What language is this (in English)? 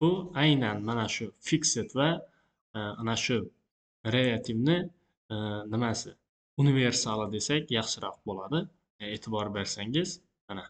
Uzbek